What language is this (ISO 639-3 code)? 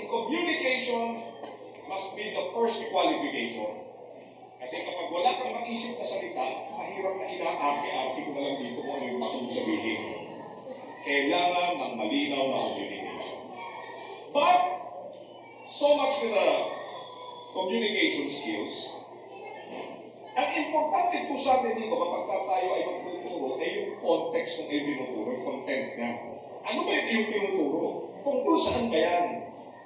fil